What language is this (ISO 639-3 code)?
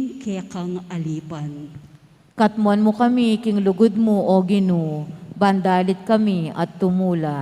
pam